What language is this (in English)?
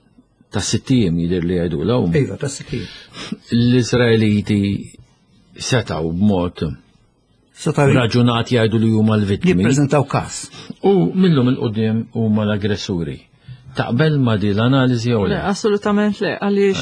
Maltese